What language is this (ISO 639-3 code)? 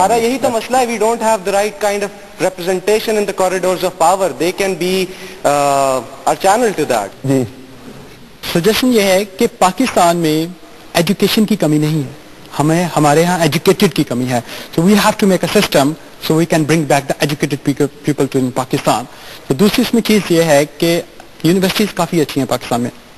urd